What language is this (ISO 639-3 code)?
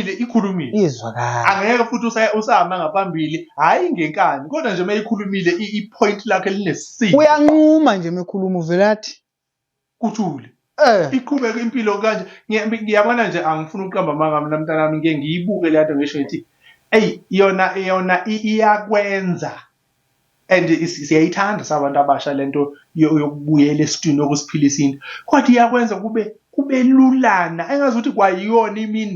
zul